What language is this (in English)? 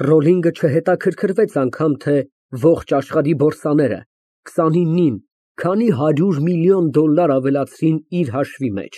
Armenian